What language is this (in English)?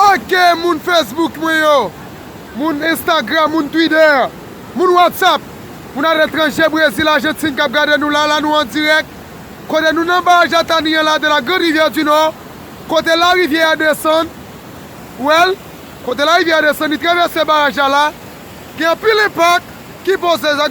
Haitian Creole